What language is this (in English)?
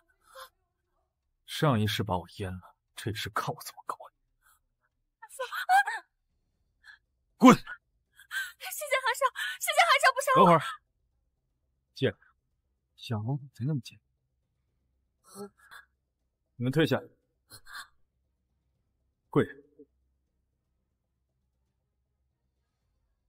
Chinese